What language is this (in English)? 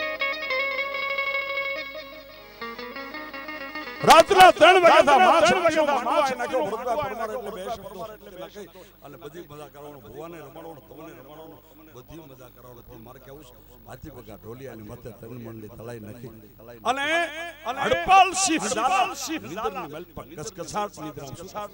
Gujarati